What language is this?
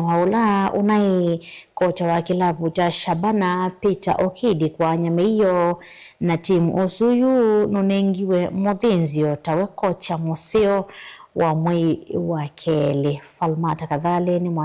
Kamba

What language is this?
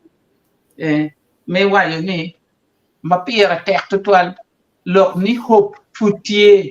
Acoli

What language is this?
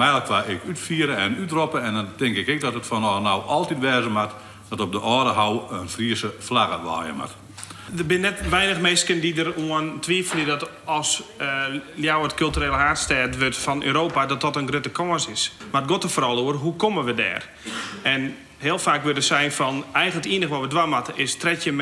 Western Frisian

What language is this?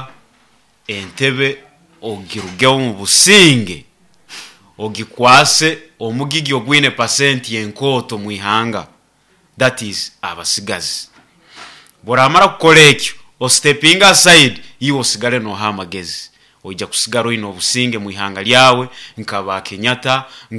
Nyoro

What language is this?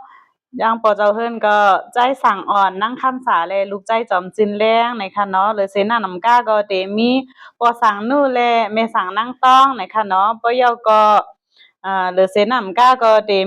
Shan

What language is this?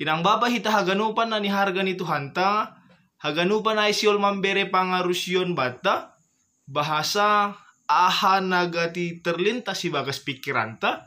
Batak Simalungun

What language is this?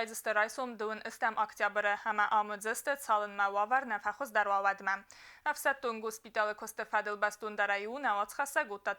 Ossetic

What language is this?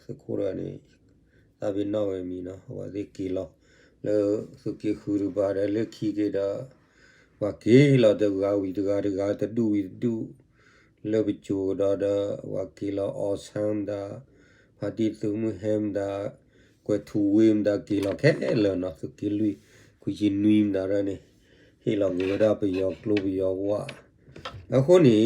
S'gaw Karen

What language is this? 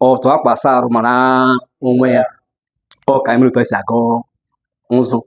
Igbo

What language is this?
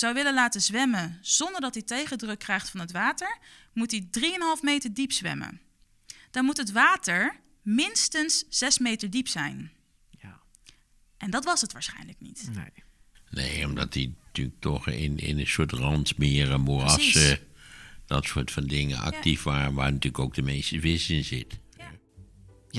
Dutch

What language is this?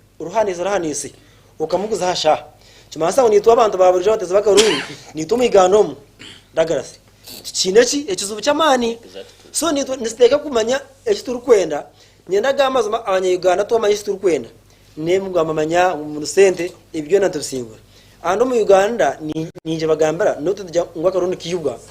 Nyankole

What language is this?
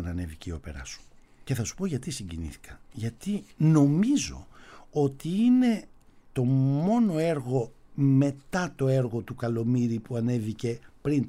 Greek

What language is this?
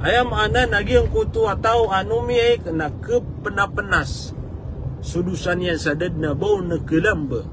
Maranao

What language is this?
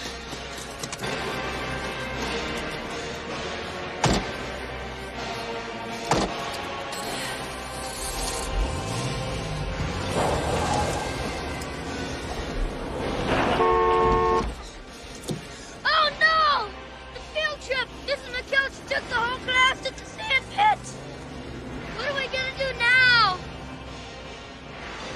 English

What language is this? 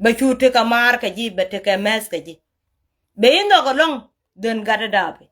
Nuer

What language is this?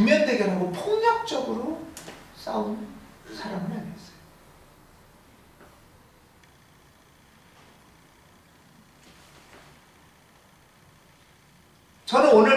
Korean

